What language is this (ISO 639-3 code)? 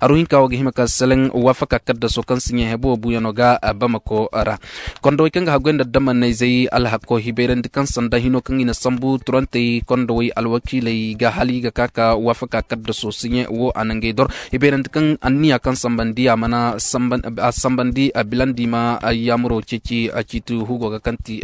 ses